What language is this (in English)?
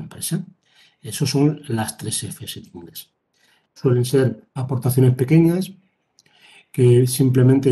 Spanish